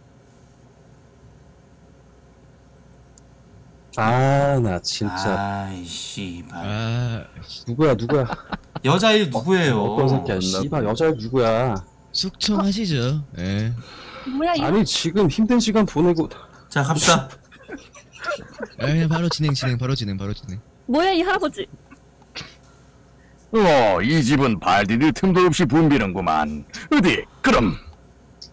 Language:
Korean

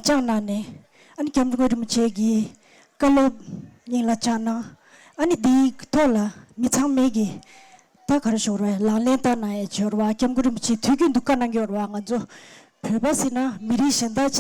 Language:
Tibetan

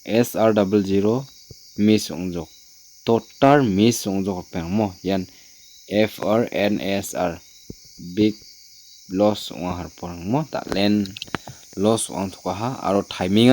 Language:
Garo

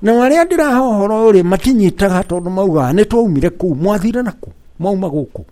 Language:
Kikuyu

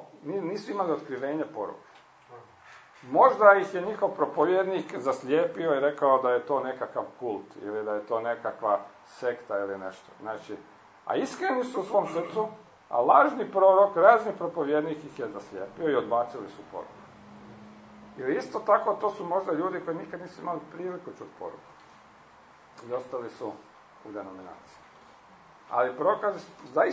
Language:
Croatian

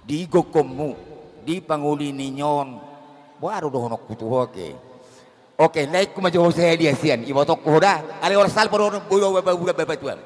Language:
Batak Toba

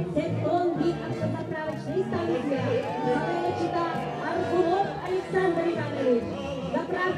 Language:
Yakut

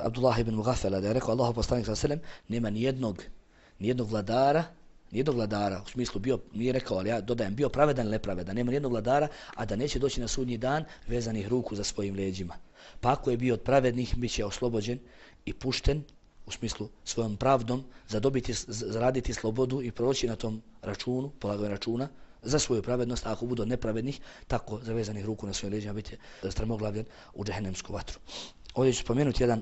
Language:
Bosnian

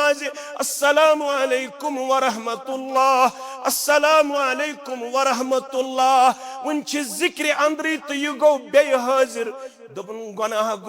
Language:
Kashmiri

